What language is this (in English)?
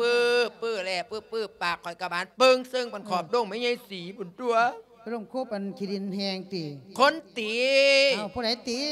Lao